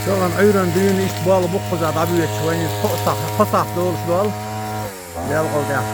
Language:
Chechen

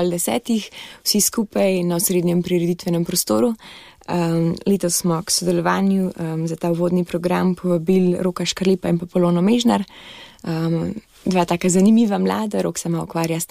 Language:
Slovenian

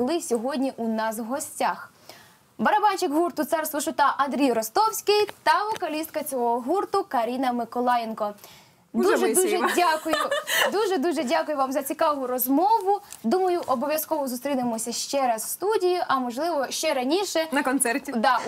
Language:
Ukrainian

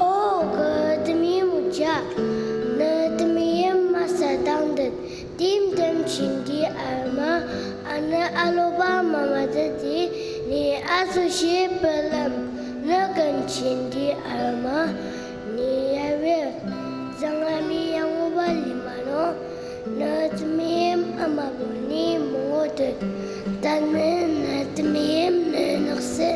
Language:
Ao Naga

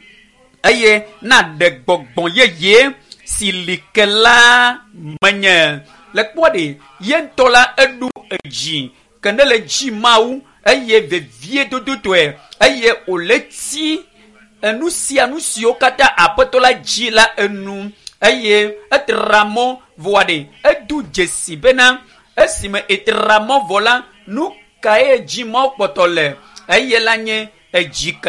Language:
Ewe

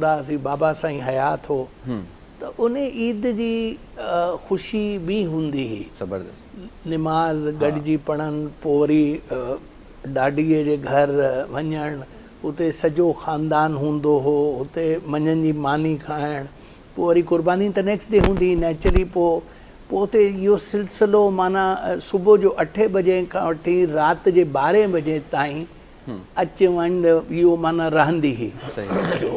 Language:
Sindhi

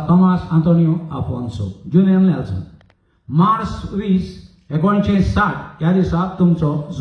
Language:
Konkani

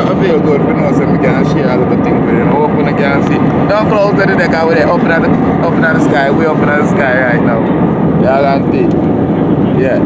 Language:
Jamaican Creole English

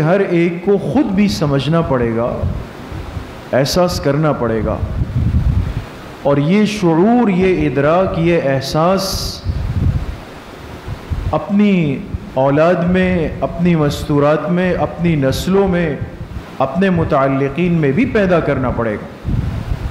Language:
Urdu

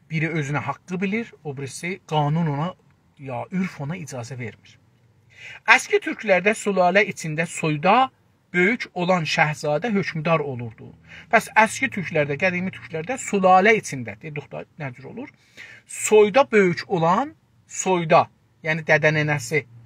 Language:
South Azerbaijani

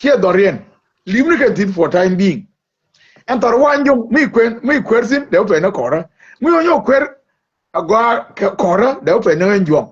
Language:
Nuer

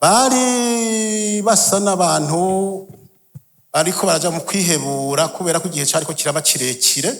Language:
Rundi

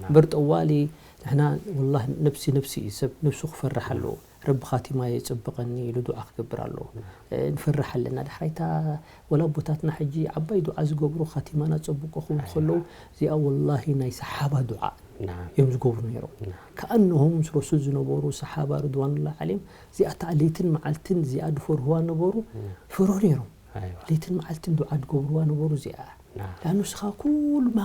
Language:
Tigrinya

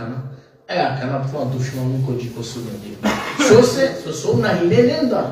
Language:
Balkan Romani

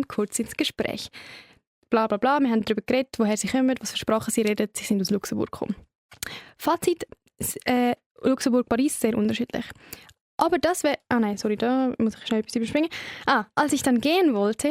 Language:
Swiss German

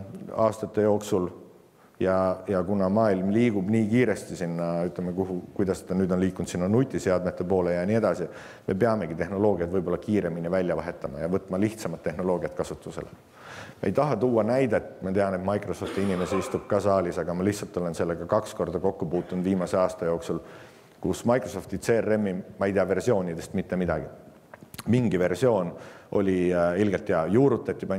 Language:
Estonian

